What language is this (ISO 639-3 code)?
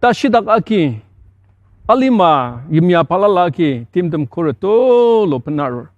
njo